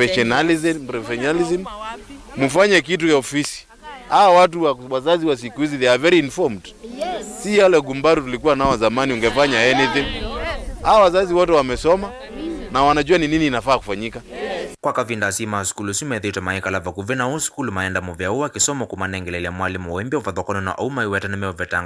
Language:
Kamba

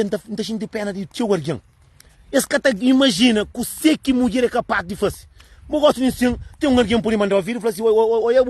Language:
Kabuverdianu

